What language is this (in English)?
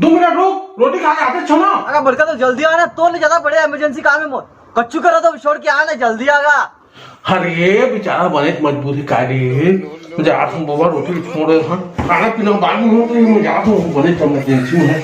Chhattisgarhi